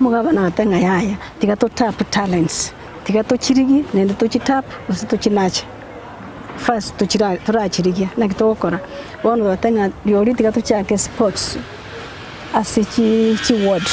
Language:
Gusii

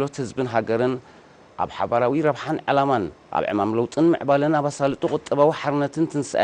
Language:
Tigrinya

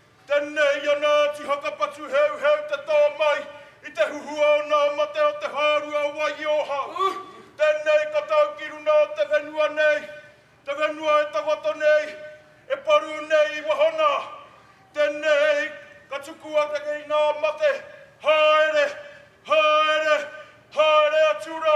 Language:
Māori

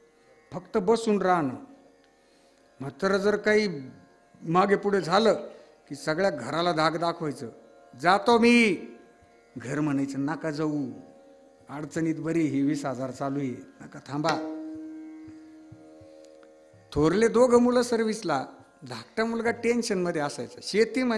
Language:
Marathi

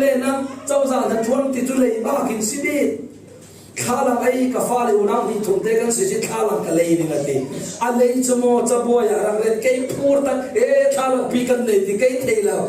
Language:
Falam Chin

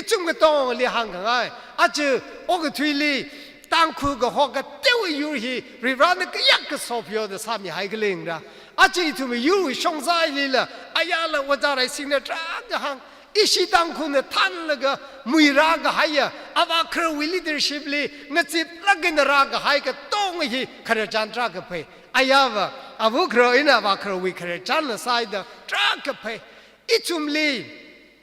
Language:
Tangkhul Naga (India)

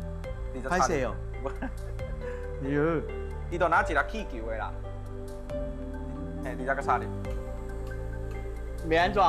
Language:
Min Nan Chinese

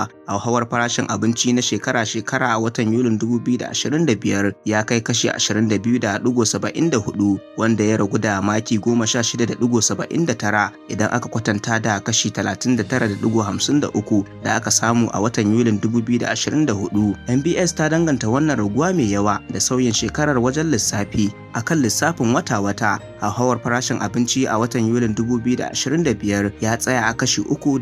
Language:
Hausa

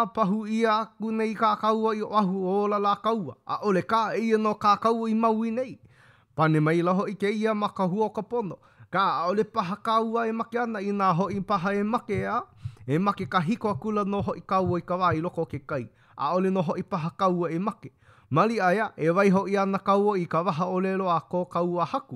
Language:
Hawaiian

